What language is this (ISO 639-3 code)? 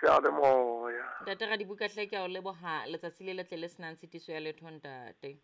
sot